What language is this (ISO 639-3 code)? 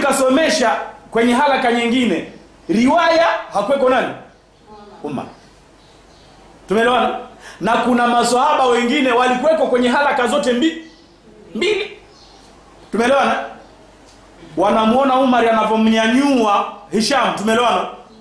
swa